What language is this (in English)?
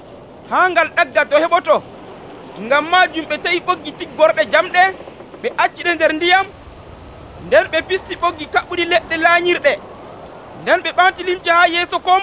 Nigerian Fulfulde